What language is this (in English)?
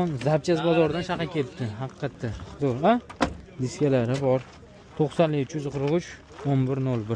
Uzbek